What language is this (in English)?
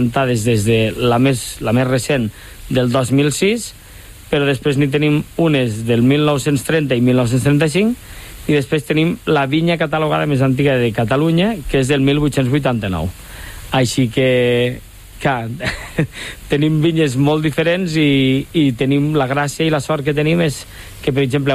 Catalan